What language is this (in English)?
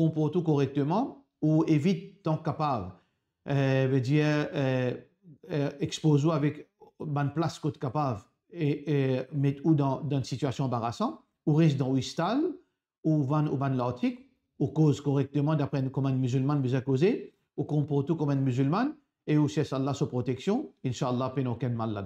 Morisyen